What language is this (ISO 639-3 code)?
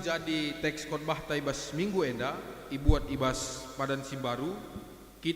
btx